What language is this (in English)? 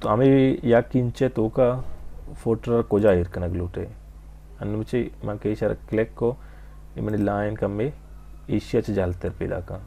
Baluchi